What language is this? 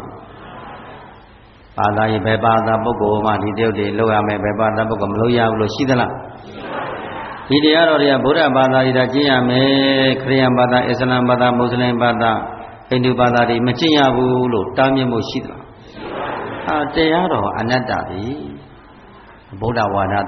Burmese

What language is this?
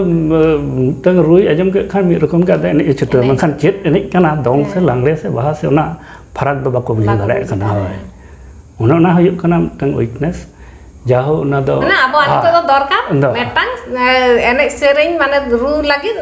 Santali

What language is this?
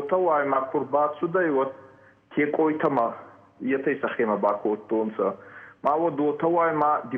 Ossetic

